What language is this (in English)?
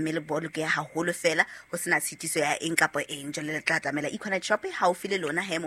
Southern Sotho